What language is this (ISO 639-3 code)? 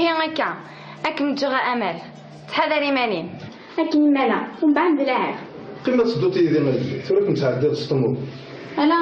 kab